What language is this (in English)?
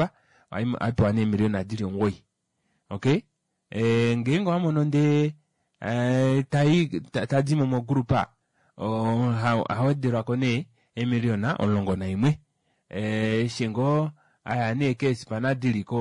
Kuanyama